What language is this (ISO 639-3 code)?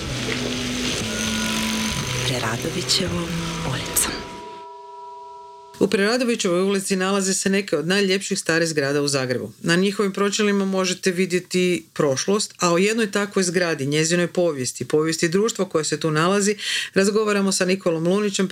hrv